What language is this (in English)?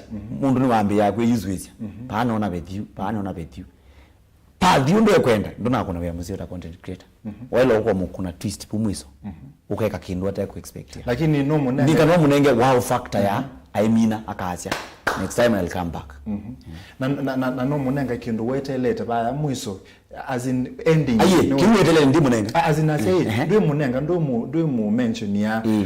Kamba